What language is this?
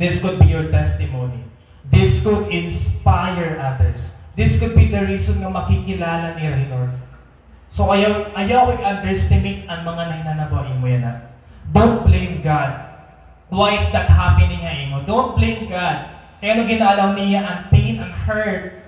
Waray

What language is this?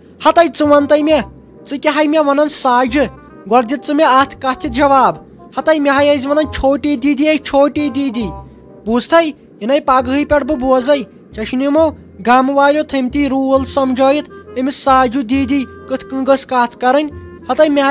Kashmiri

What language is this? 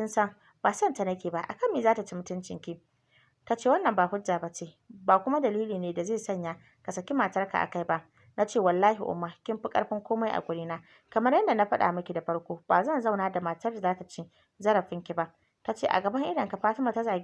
Hausa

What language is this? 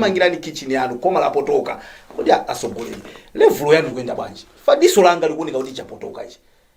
Nyanja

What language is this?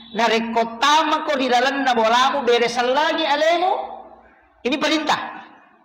Buginese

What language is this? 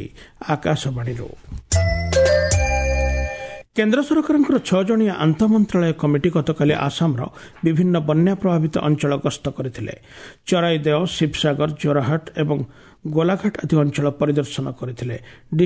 Odia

